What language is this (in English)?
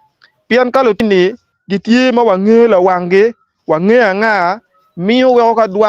Acoli